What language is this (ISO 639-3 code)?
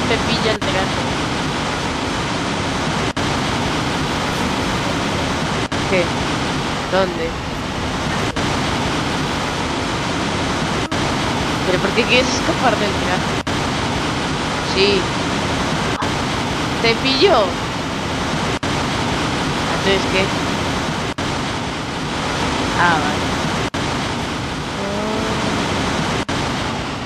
spa